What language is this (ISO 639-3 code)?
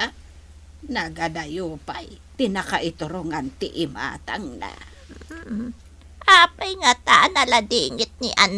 ilo